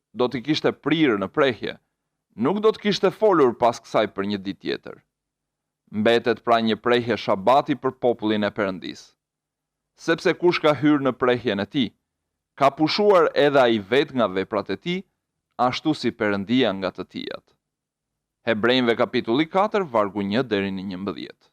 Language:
Albanian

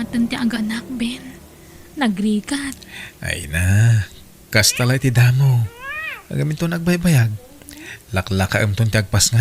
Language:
Iloko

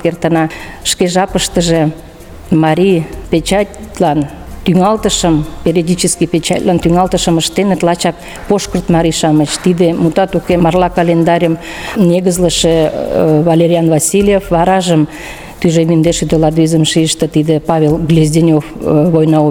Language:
Mari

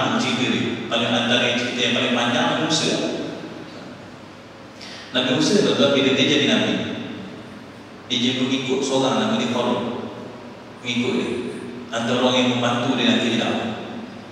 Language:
Malay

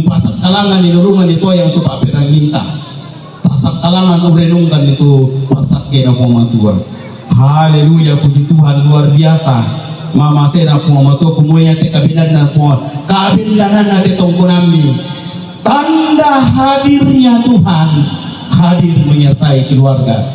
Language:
Toraja-Sa'dan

